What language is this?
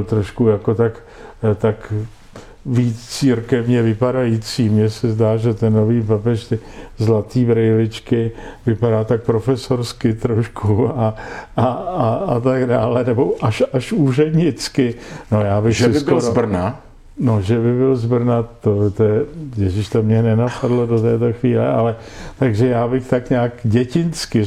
Czech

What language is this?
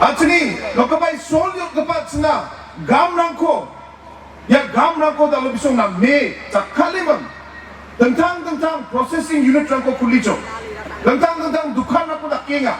Garo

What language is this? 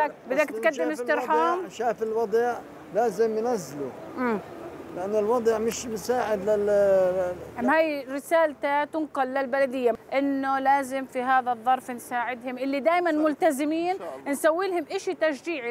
North Levantine Arabic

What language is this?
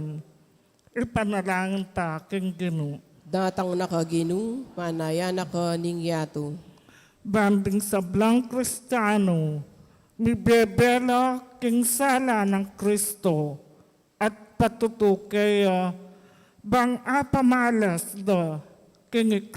Pampanga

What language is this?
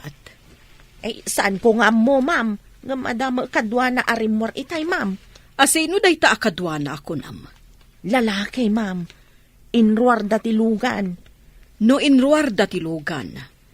Iloko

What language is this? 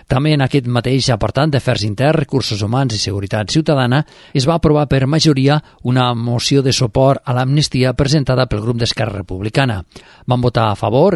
Catalan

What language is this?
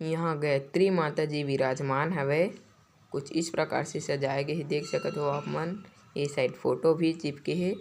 Chhattisgarhi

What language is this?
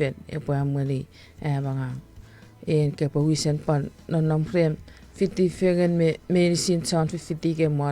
Chuukese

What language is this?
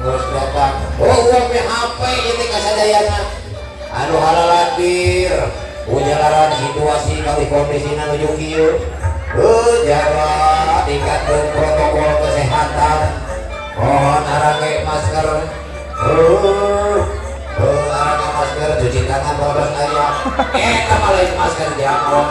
Sundanese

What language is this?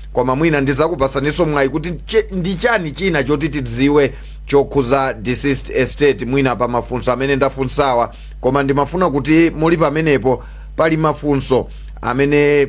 Nyanja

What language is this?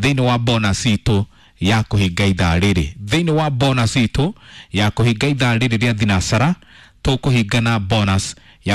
Kikuyu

